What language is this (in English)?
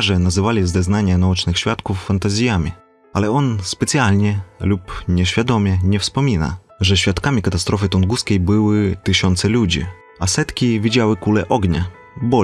Polish